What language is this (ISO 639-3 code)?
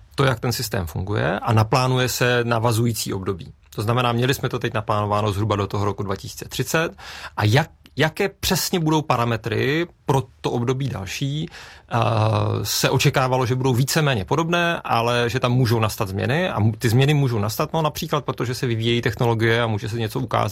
ces